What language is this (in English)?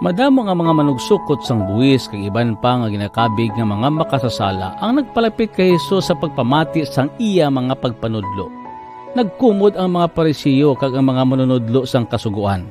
Hiligaynon